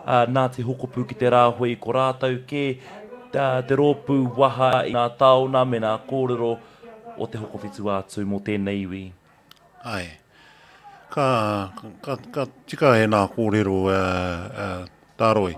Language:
Māori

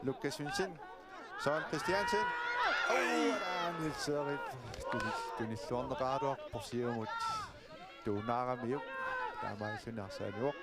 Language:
Kalaallisut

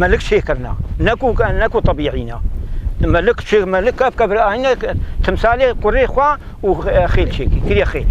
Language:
Kurdish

